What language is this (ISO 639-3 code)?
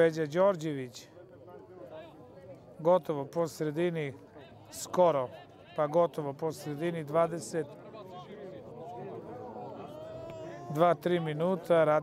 srp